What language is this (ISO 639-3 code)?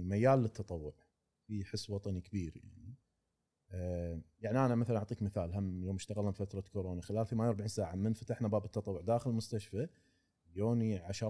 afb